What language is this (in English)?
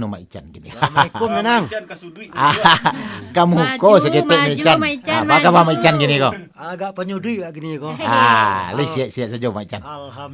Minangkabau